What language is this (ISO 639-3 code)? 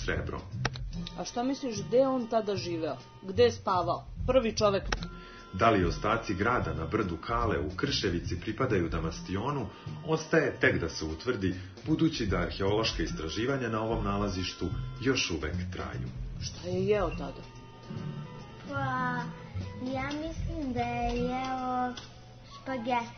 srp